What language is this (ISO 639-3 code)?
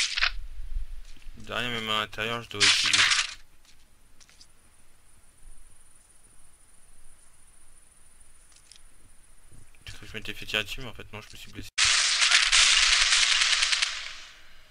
fra